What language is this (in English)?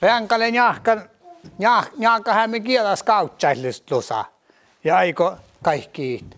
Northern Sami